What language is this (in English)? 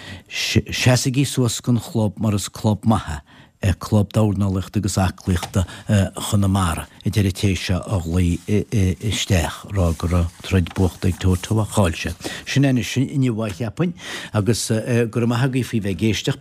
Irish